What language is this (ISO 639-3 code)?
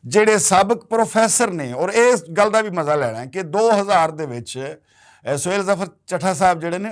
lah